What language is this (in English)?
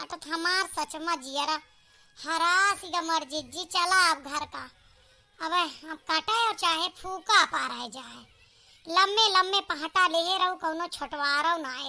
Awadhi